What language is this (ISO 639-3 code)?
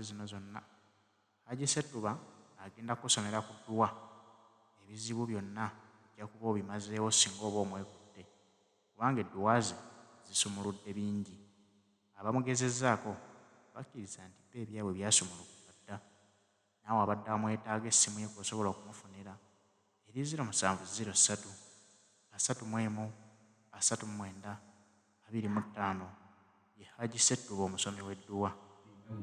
lug